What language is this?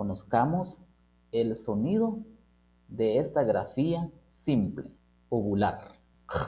Kʼicheʼ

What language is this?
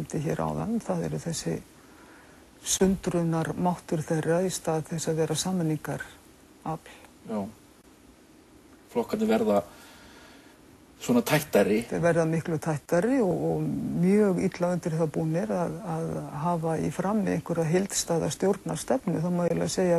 Icelandic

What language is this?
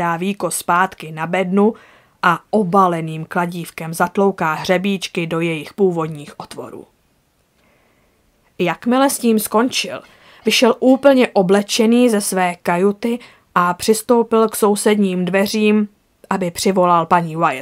Czech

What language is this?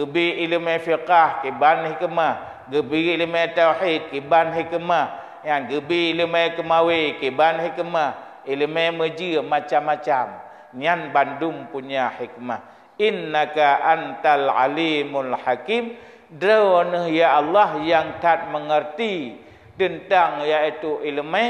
Achinese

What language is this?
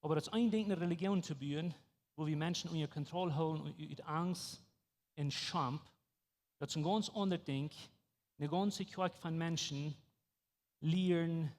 Plautdietsch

